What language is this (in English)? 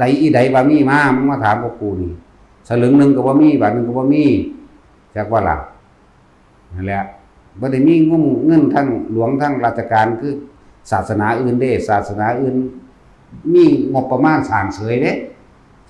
Northeastern Thai